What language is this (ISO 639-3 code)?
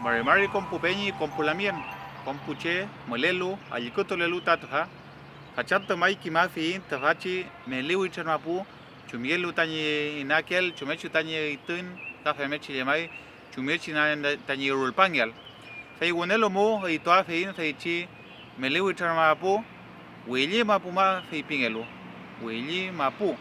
arn